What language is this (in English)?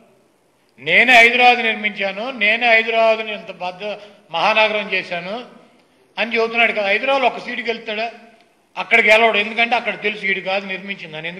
Telugu